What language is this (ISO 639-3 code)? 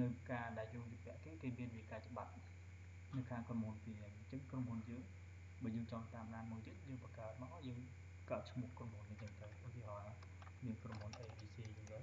khm